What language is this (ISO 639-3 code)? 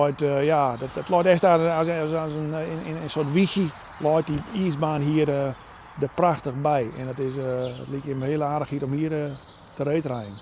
fry